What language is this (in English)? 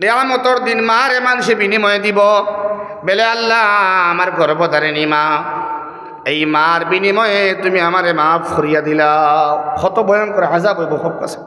Sylheti